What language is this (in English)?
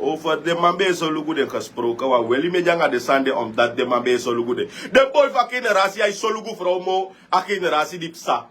Sranan Tongo